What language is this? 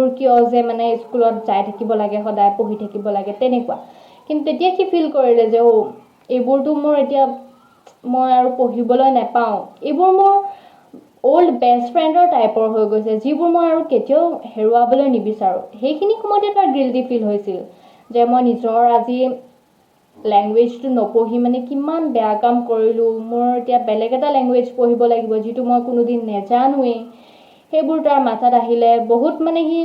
Assamese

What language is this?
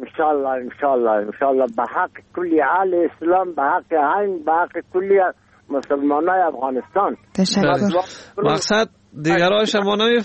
Persian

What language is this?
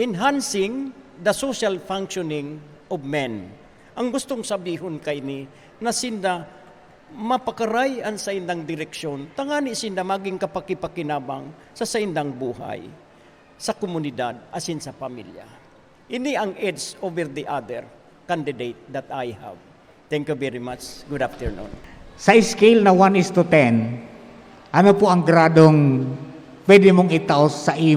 Bikol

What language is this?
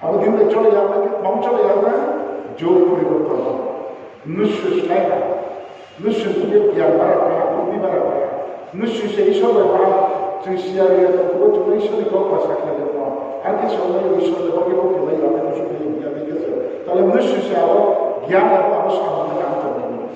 Riang (India)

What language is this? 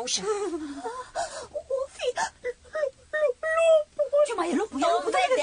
Romanian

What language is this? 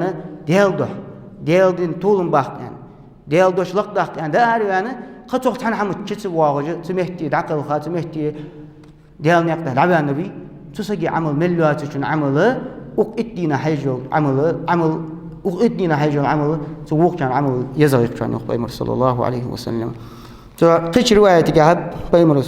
Ingush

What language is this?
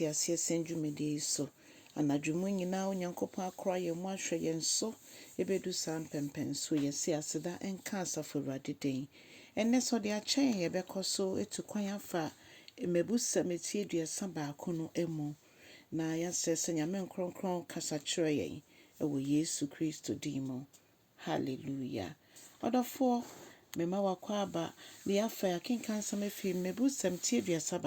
Akan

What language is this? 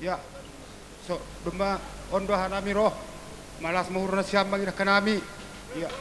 Batak Simalungun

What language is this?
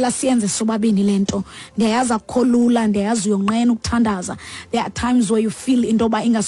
Xhosa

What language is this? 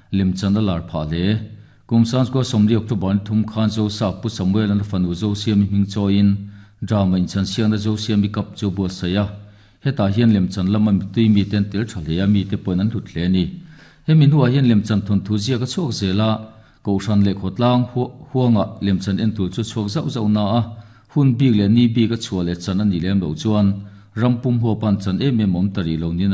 Mizo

